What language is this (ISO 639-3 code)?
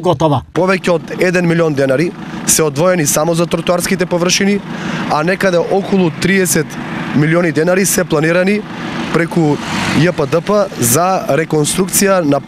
mkd